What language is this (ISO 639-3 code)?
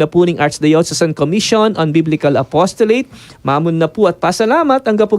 pam